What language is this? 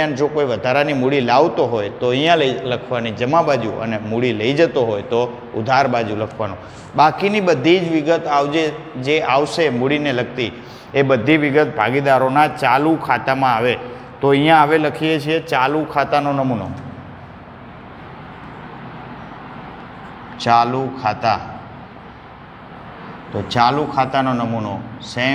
Gujarati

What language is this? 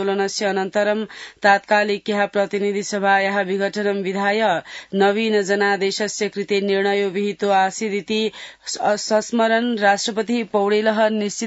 Sanskrit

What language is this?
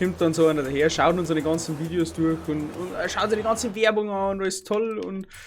Bavarian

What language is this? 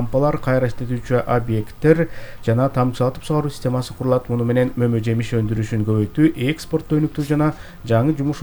Kyrgyz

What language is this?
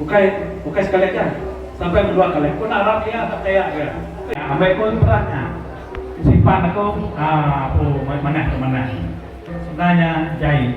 Iban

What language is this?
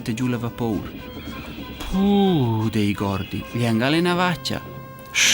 Romansh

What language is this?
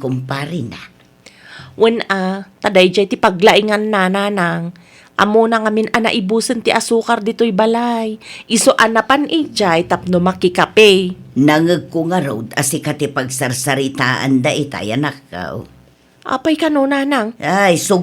Iloko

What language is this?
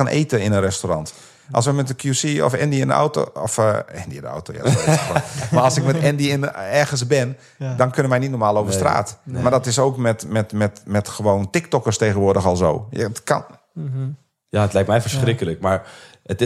Dutch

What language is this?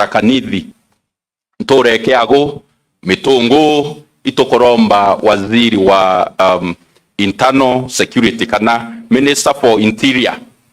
Meru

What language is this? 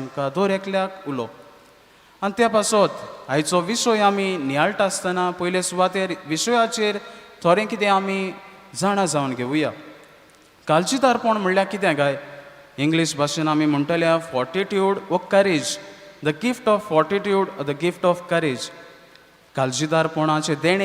Konkani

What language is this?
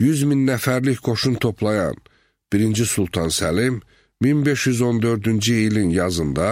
Azerbaijani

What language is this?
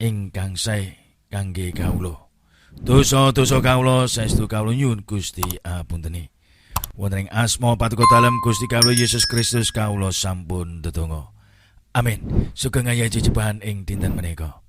Javanese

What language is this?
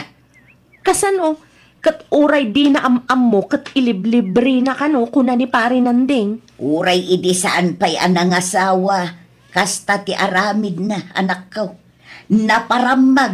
Iloko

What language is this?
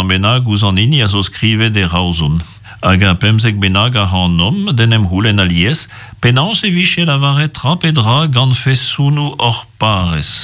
Breton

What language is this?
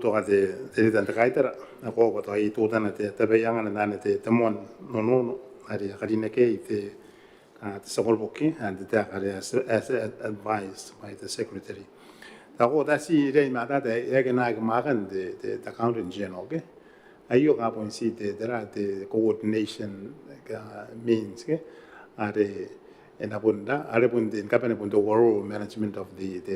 Gilbertese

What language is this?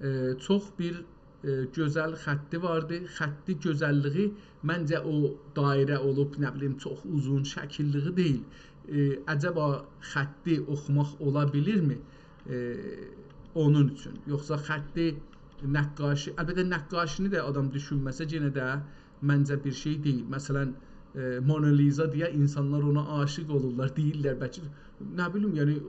South Azerbaijani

